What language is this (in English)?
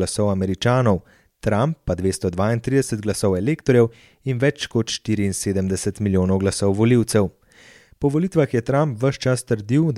Slovenian